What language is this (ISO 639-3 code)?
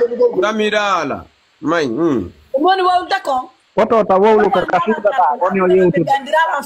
ful